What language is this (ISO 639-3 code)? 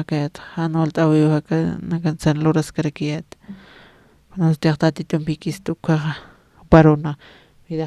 aym